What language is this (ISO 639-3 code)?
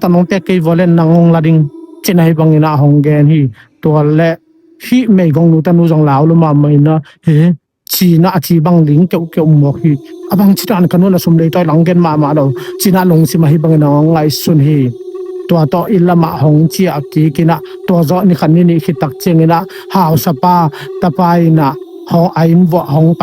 ctd